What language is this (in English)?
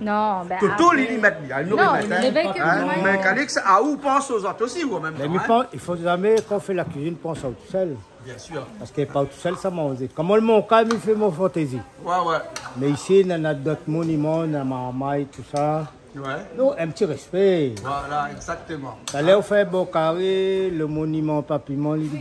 Réunion Creole French